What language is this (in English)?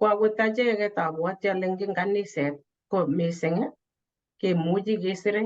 Kalenjin